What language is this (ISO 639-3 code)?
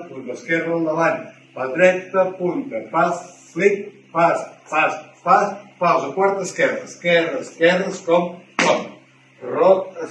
cat